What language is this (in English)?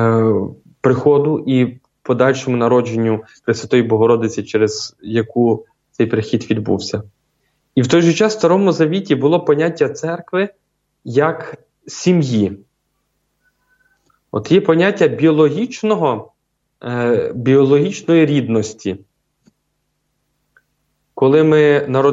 Ukrainian